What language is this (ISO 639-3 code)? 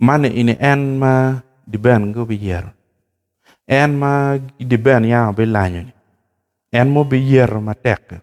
ach